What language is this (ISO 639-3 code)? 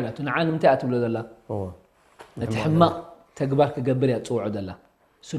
tir